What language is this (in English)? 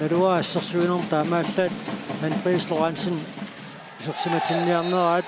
Kalaallisut